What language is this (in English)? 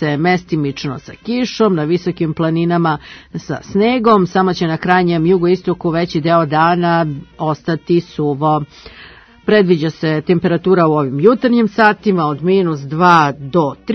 Serbian